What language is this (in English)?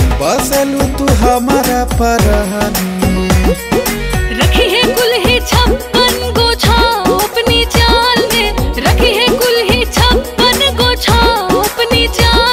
Bhojpuri